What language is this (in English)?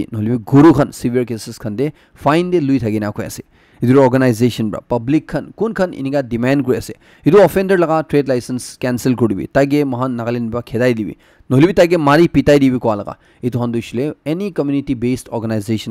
Naga Pidgin